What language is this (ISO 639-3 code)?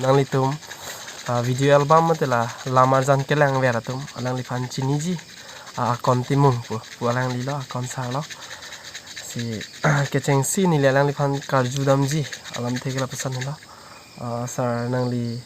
mjw